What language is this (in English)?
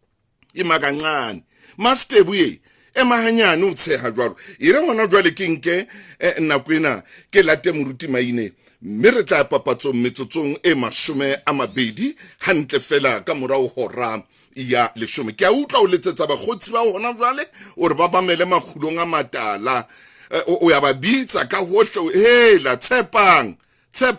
Southern Sotho